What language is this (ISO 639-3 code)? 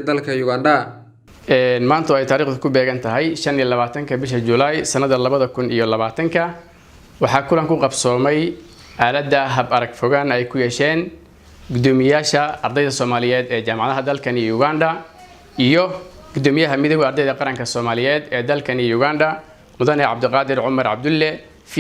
som